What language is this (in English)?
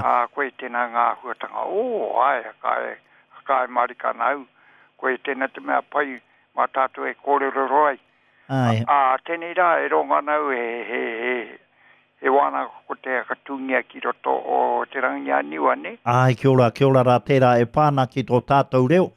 Māori